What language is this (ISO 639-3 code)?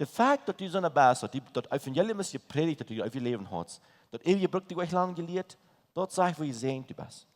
pdt